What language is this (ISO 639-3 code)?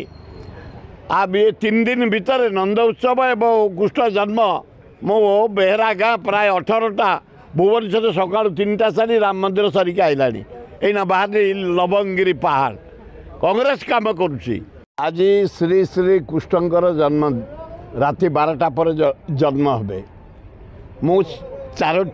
ori